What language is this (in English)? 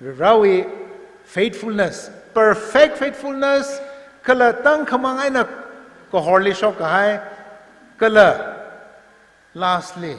Tangkhul Naga (India)